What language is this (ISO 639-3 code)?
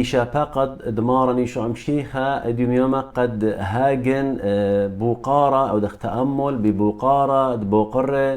aii